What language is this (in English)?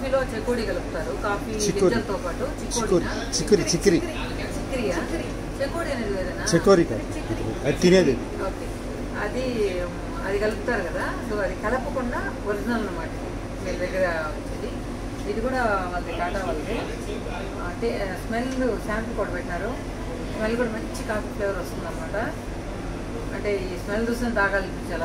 Telugu